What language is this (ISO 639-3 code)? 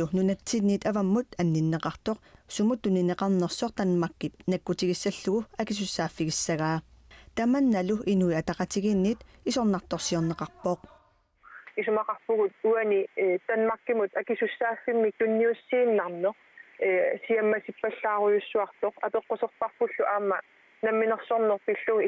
kal